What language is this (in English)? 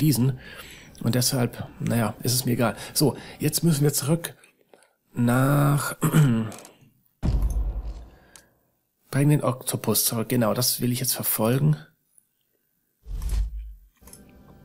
German